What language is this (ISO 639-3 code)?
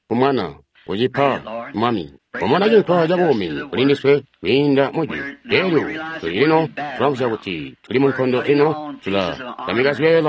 toi